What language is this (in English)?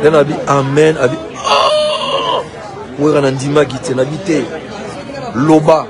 Lingala